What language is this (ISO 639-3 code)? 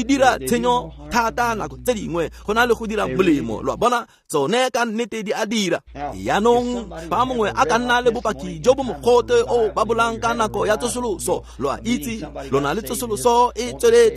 tsn